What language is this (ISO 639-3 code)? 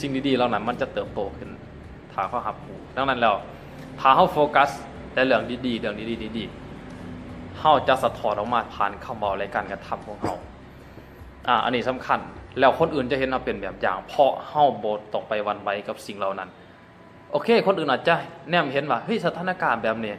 lao